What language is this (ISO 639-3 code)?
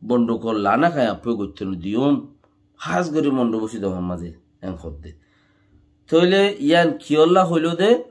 rhg